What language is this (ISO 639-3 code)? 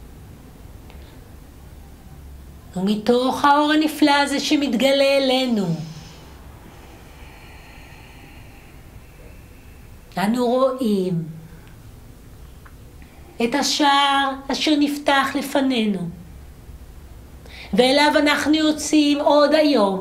heb